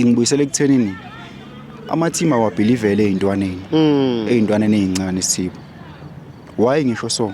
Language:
Zulu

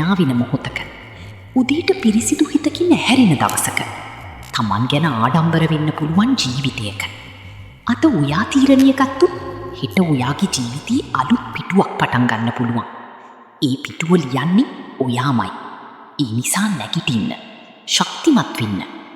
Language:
Sinhala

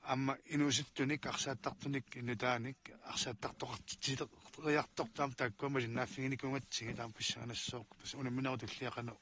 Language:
Kalaallisut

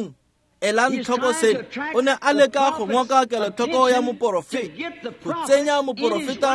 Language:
Tswana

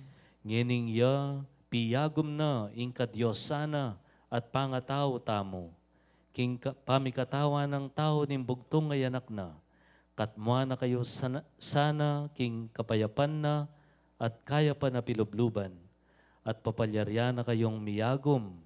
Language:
Pampanga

